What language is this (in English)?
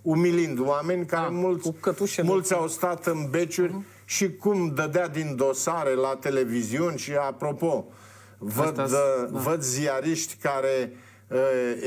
Romanian